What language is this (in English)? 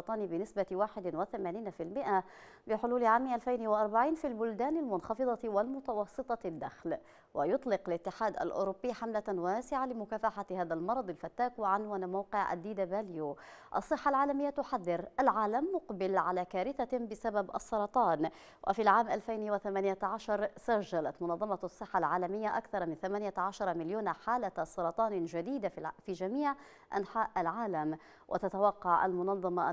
Arabic